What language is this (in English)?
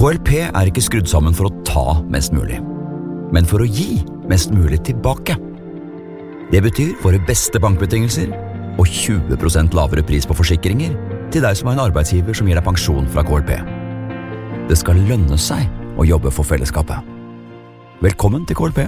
Norwegian